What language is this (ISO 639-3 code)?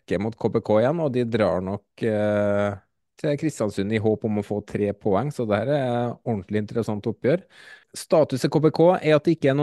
nor